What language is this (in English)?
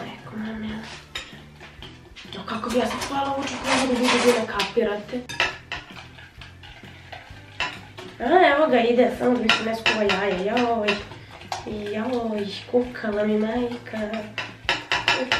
Serbian